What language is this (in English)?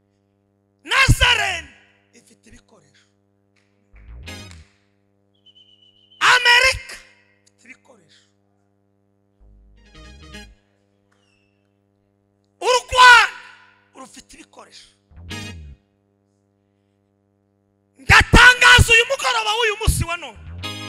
Kinyarwanda